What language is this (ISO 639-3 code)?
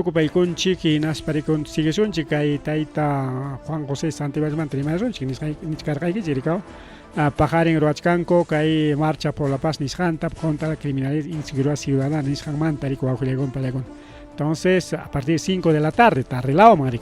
quy